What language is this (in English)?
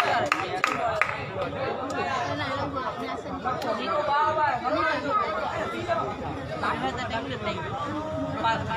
Burmese